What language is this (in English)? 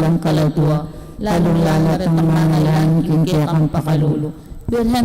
Pampanga